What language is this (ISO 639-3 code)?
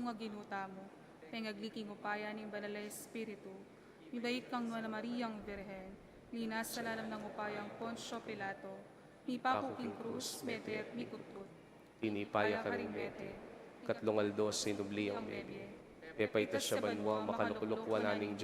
pam